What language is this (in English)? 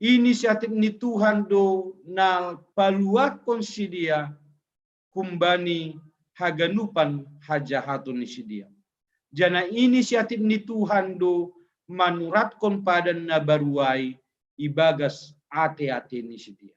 Batak Simalungun